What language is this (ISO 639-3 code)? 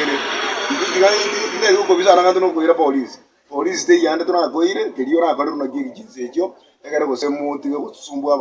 guz